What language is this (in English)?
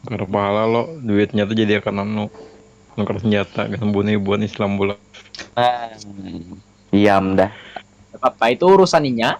Banjar